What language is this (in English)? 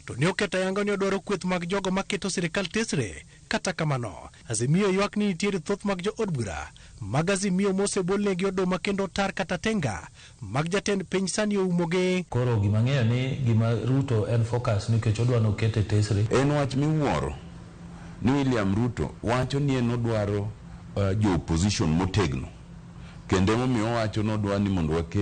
Luo (Kenya and Tanzania)